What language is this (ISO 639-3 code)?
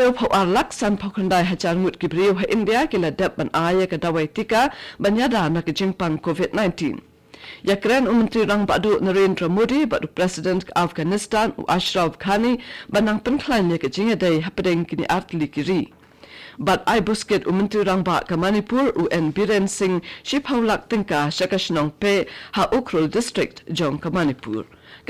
kha